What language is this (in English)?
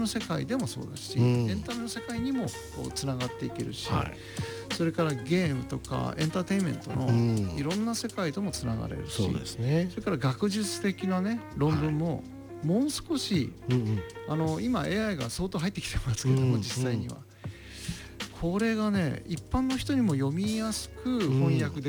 Japanese